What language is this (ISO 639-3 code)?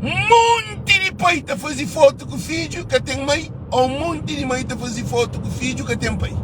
kea